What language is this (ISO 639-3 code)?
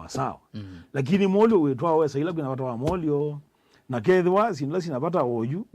kam